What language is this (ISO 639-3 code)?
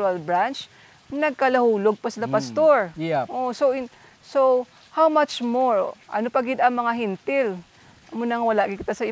hil